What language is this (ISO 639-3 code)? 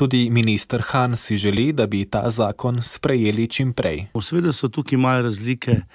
slv